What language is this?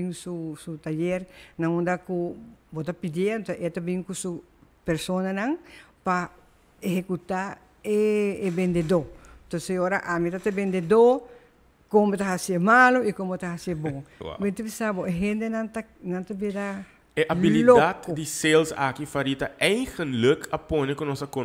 Papiamento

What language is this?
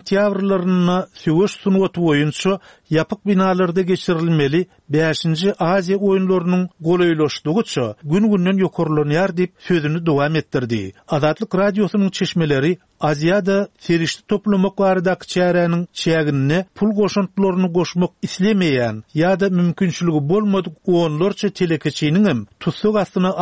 Turkmen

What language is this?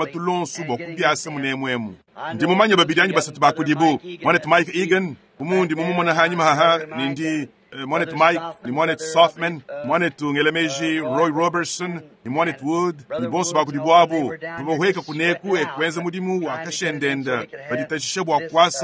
Luba-Lulua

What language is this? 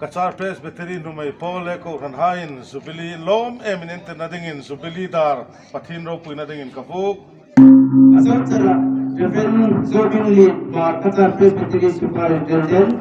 Hmar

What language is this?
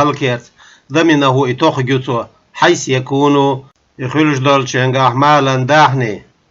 Chechen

